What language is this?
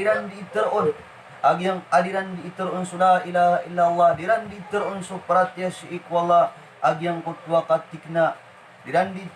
Maranao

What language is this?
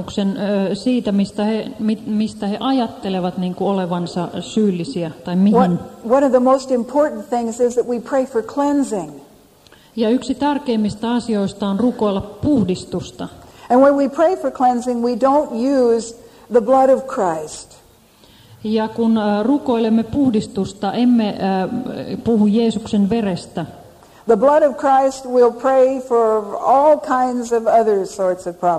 Finnish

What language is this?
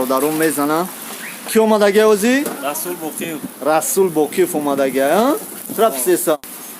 Tajik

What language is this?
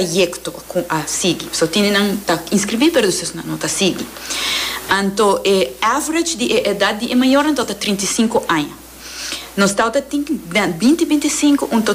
Papiamento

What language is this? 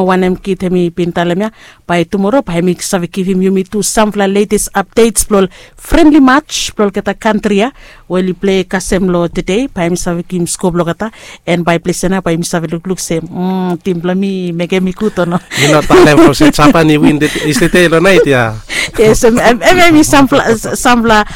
Bislama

